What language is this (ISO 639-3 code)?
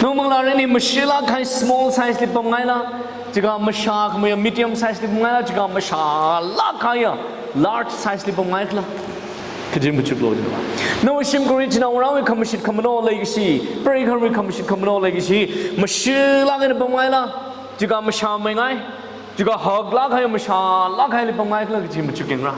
nmf